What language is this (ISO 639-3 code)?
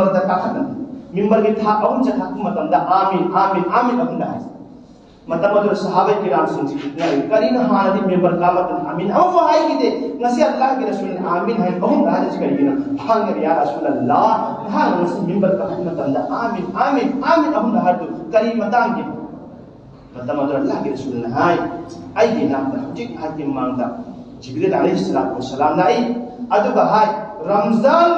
mni